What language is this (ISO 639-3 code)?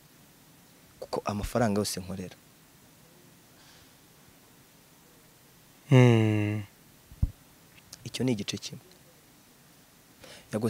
kin